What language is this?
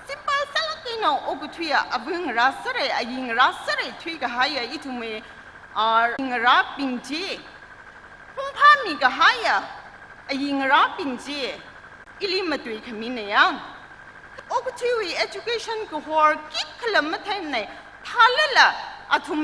Tangkhul Naga (India)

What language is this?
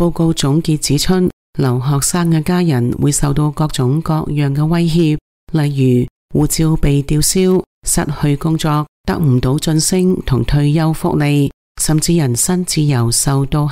Cantonese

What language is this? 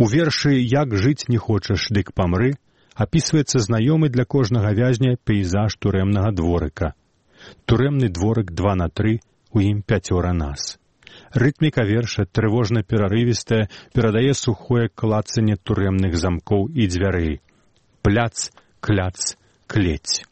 Belarusian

